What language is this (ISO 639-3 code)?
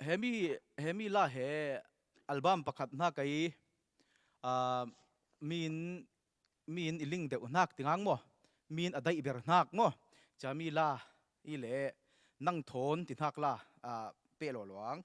cfm